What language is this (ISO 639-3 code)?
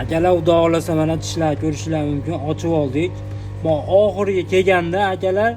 uzb